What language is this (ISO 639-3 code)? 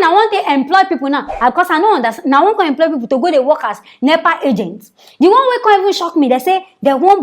pcm